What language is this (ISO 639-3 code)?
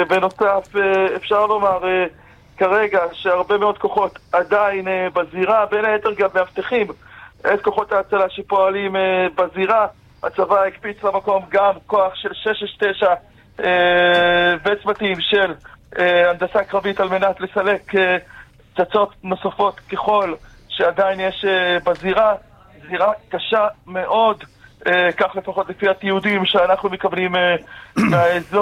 heb